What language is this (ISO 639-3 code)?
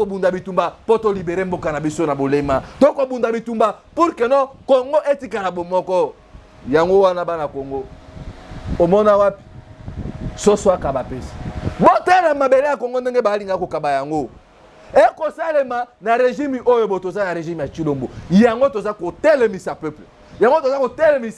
lin